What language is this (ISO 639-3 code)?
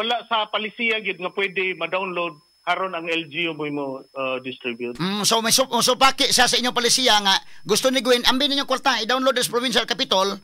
ceb